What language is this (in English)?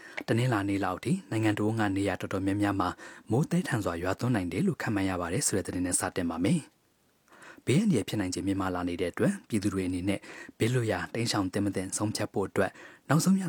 Burmese